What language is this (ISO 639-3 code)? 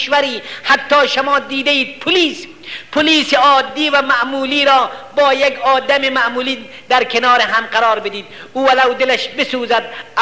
fas